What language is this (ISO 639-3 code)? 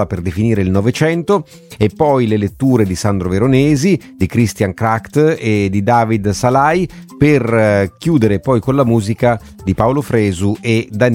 ita